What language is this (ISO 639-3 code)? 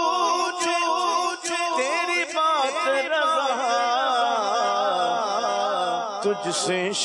urd